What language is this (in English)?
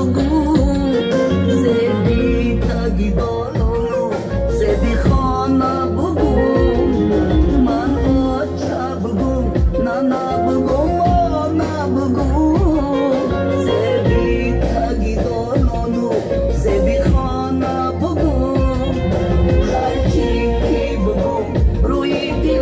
Tajik